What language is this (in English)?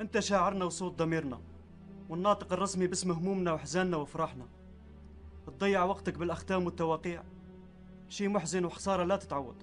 North Levantine Arabic